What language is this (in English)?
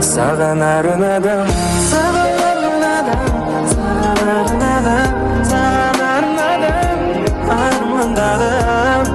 Kara-Kalpak